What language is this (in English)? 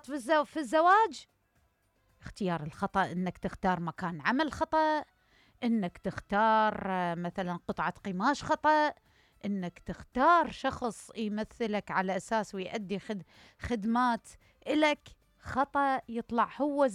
Mesopotamian Arabic